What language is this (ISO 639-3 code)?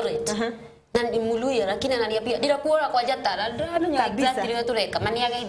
kik